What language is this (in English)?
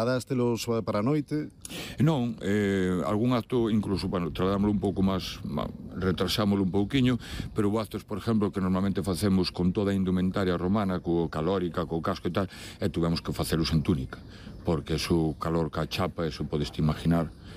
Galician